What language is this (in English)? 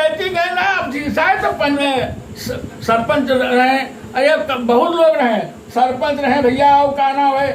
Awadhi